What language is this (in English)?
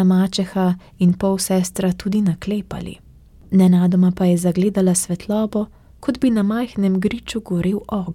Slovenian